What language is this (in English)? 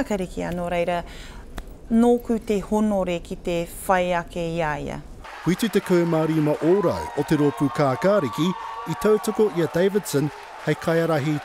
Māori